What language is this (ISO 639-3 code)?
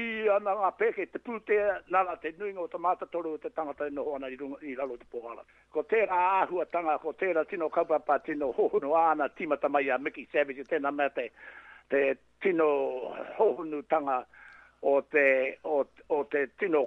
mri